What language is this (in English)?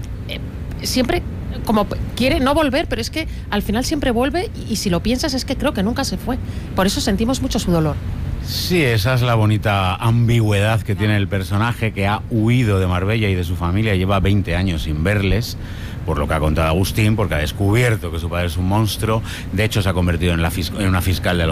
Spanish